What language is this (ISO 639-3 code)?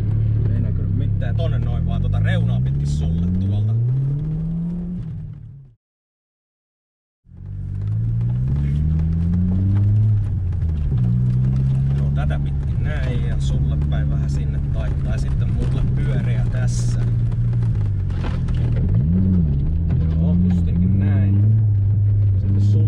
fin